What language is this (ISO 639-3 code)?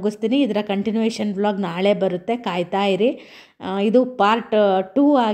kan